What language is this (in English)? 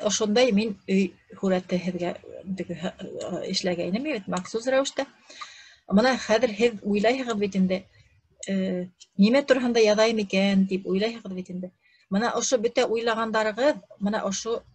Bashkir